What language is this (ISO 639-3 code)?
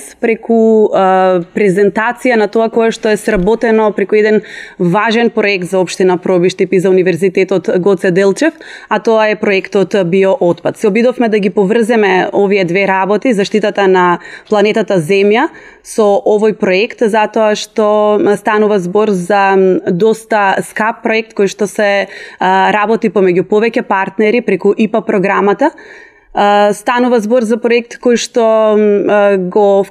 mkd